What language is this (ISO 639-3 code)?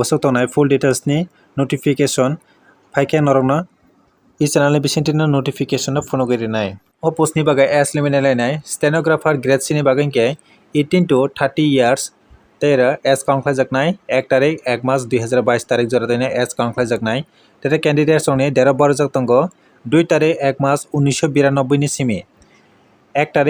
trp